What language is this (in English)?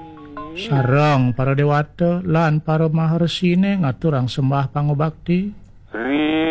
Balinese